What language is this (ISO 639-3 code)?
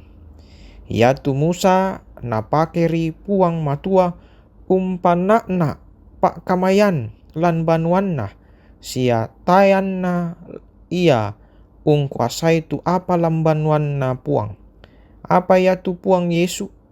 sda